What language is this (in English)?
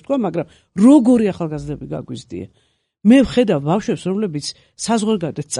Georgian